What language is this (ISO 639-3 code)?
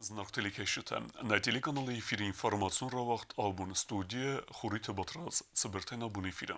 oss